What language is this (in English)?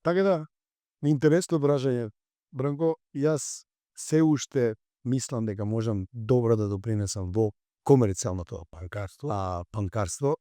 Macedonian